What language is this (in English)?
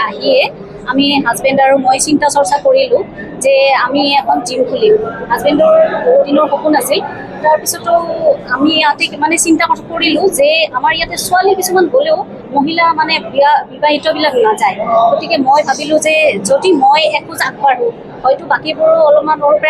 Assamese